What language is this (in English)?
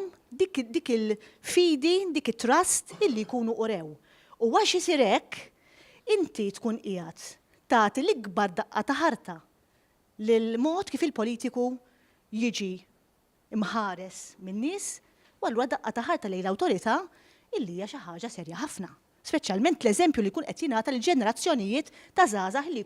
Maltese